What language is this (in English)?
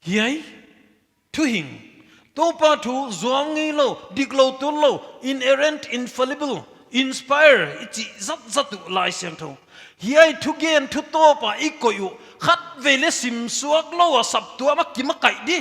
Paite Chin